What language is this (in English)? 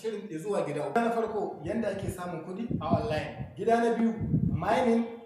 Hausa